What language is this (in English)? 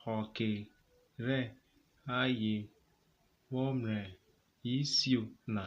Urhobo